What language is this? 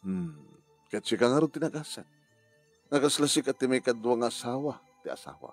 Iloko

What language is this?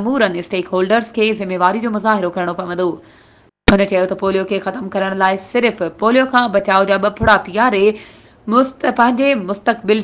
Sindhi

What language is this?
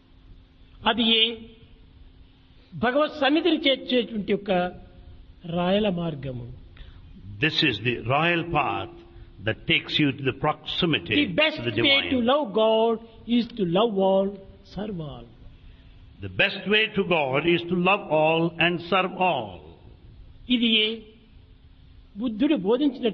Telugu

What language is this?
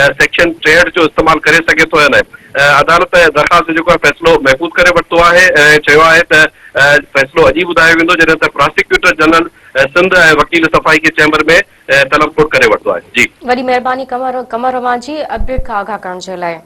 Sindhi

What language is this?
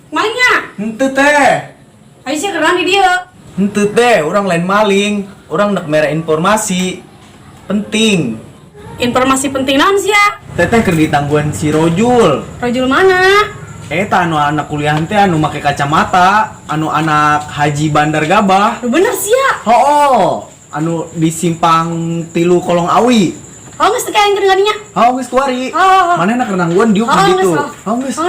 Sundanese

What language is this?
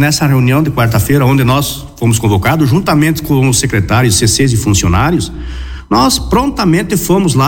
Portuguese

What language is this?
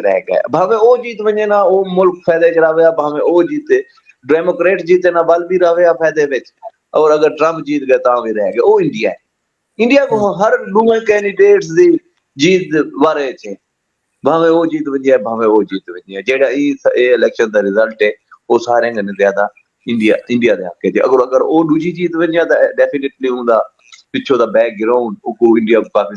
Saraiki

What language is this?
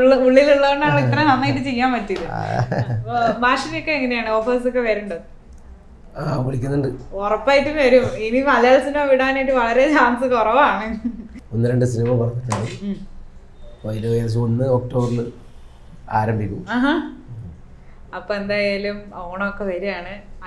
Malayalam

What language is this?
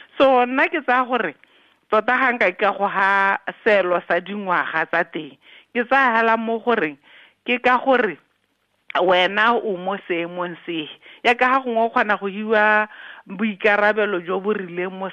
Tswana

